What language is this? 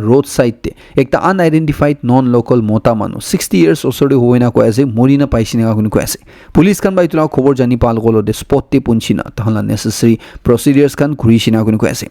Naga Pidgin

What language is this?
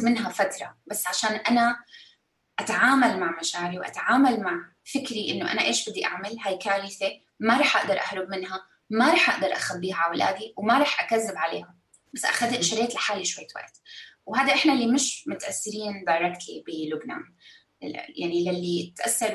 North Levantine Arabic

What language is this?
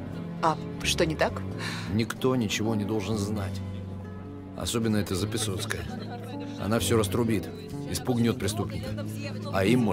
Russian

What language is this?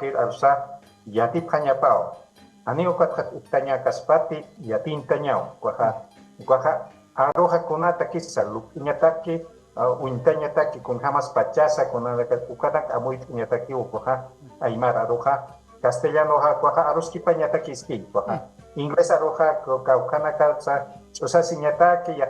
Aymara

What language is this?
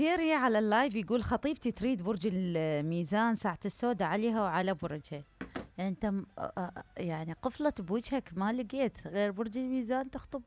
Mesopotamian Arabic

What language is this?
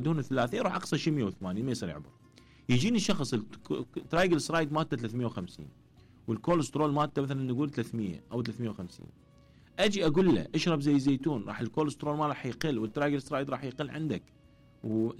Mesopotamian Arabic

